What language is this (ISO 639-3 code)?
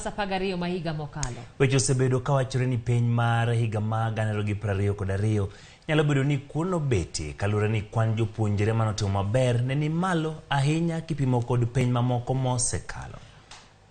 luo